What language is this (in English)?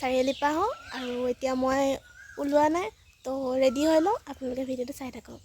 Assamese